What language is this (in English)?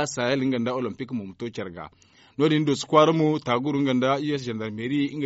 Zarma